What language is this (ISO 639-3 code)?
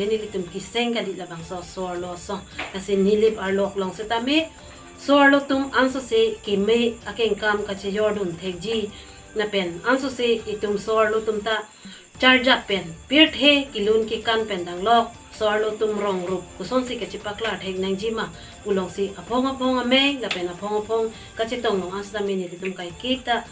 mjw